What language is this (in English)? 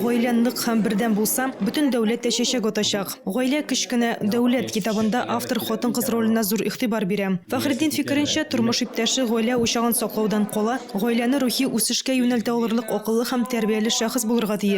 Tatar